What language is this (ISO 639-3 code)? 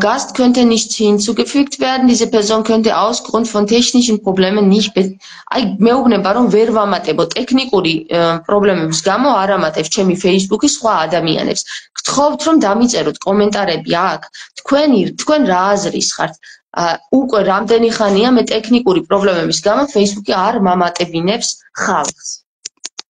kat